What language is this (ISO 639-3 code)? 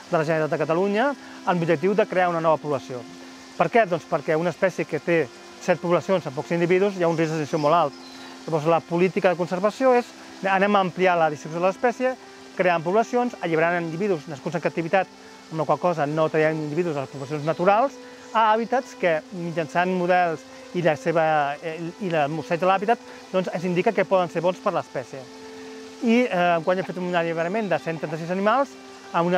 cat